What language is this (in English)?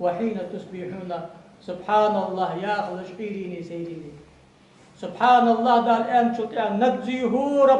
Ingush